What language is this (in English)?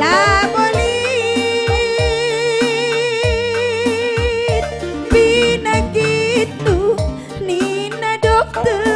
Batak Karo